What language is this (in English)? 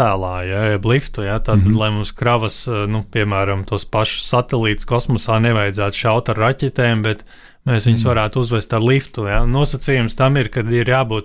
Latvian